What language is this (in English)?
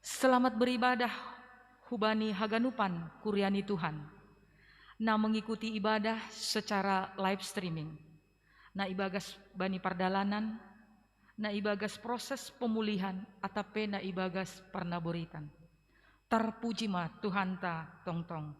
Batak Simalungun